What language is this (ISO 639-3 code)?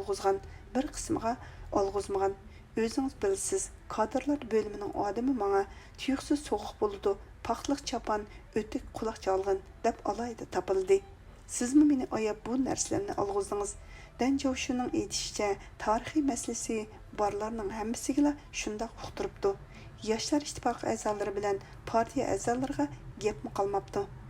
uig